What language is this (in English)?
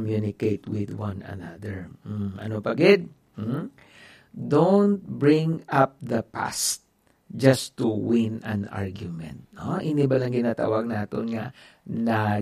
Hiligaynon